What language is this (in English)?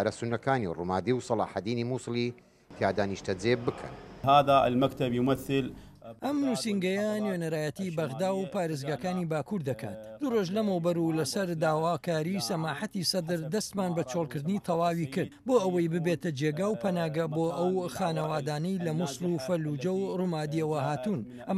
Central Kurdish